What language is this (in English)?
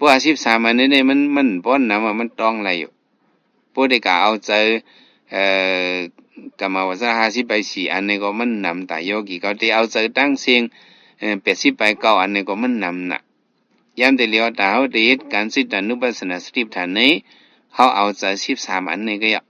Shan